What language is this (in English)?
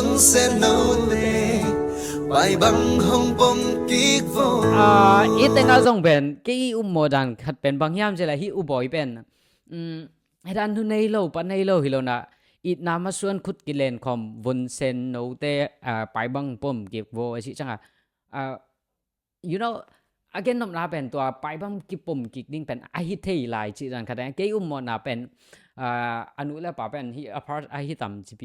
Tedim Chin